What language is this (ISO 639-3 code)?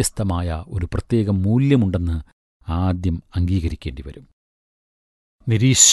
mal